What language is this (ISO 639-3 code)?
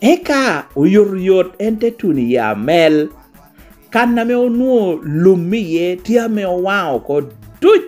laj